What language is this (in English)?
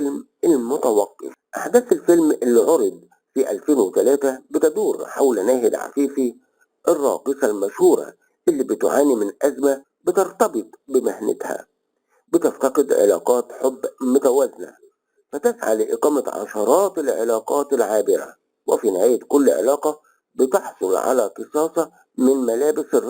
Egyptian Arabic